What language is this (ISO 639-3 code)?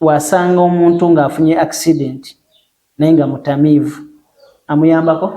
lug